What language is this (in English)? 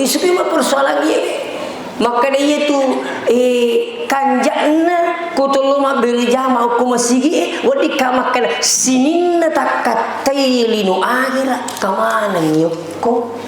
Buginese